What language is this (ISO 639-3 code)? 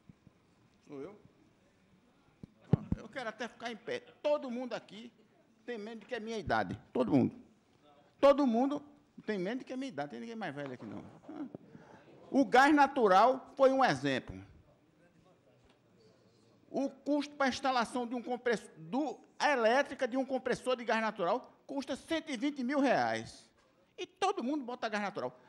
por